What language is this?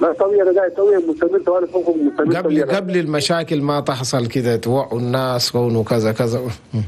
Chadian Arabic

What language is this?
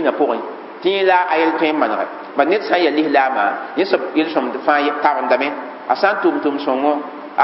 Mossi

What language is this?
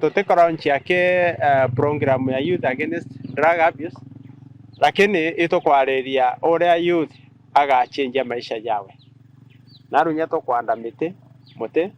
Meru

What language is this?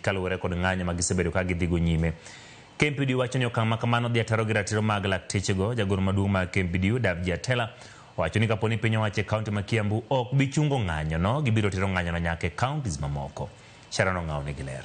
Luo (Kenya and Tanzania)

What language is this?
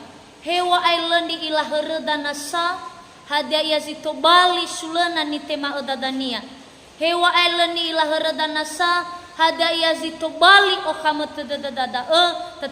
Nias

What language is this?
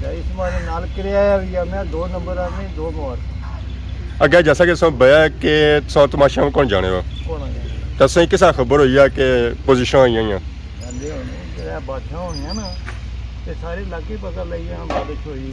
Pahari-Potwari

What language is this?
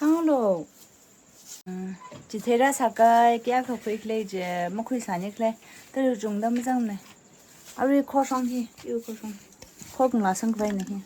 Tangkhul Naga (India)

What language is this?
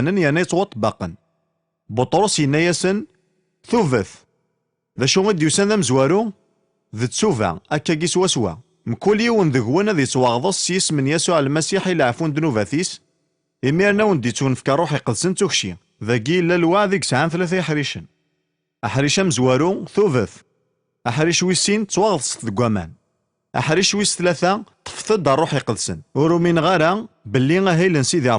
Kabyle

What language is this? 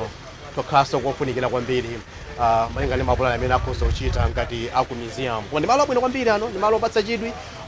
Nyanja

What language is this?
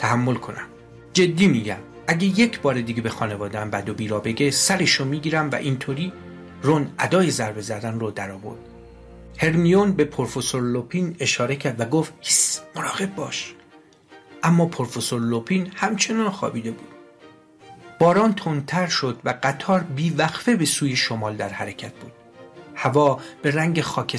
Persian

